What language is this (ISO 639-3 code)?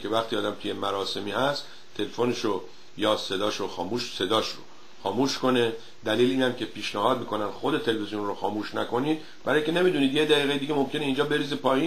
fas